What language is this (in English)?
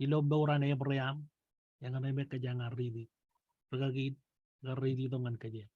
Marshallese